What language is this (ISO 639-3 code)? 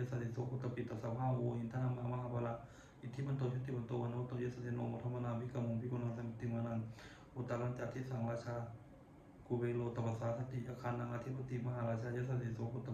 pli